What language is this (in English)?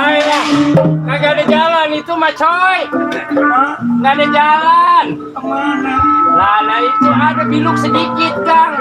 Betawi